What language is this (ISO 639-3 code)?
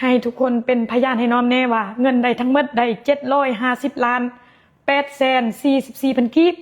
lao